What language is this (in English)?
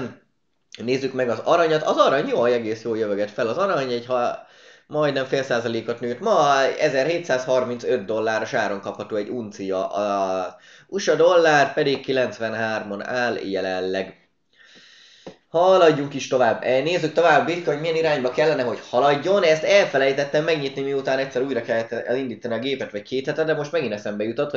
Hungarian